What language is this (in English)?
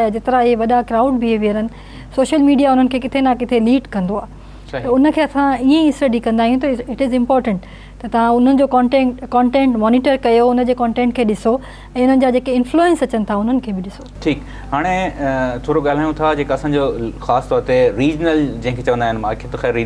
Sindhi